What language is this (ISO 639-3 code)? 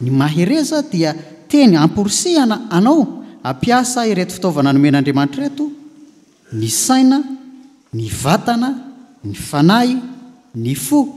mlg